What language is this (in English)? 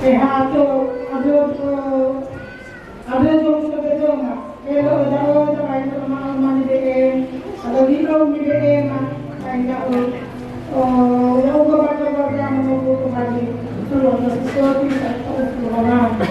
Nias